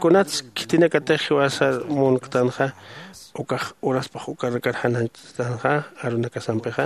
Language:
Aymara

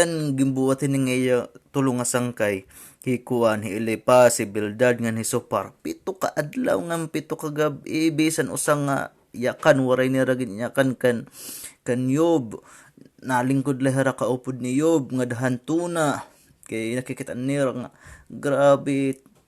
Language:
Waray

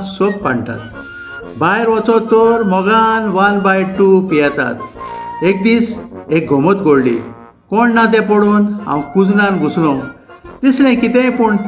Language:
Konkani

